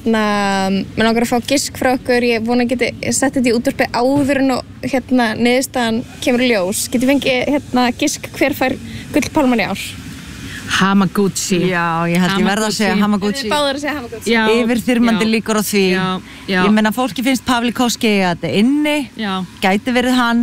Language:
Icelandic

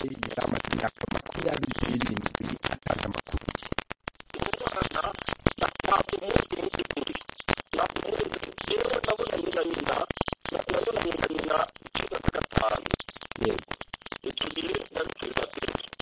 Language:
Kinyarwanda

